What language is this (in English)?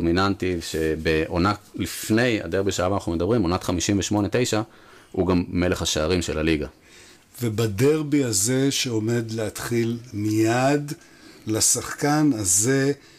Hebrew